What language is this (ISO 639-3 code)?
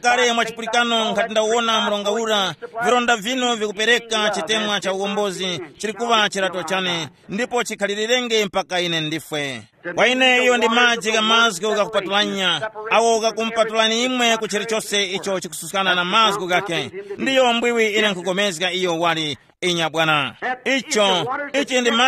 tum